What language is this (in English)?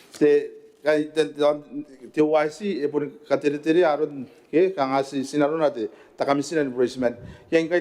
Gilbertese